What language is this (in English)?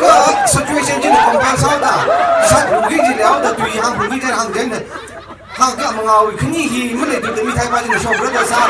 Tangkhul Naga (India)